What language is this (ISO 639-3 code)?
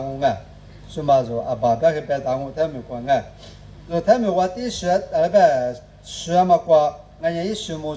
lis